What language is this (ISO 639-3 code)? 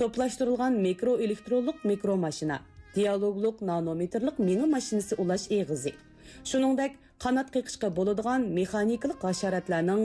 uig